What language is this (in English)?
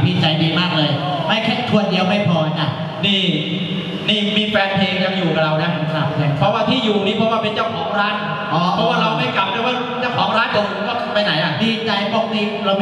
Thai